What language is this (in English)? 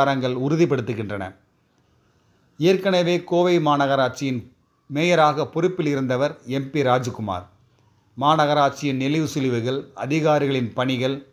Tamil